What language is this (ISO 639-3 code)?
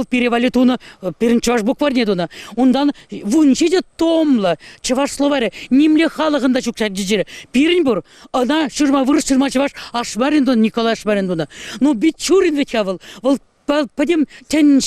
chv